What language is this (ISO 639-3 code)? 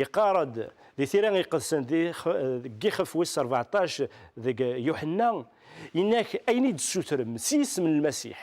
kab